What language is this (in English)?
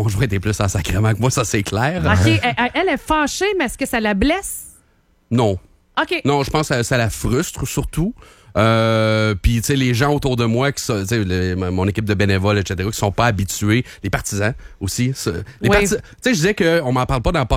French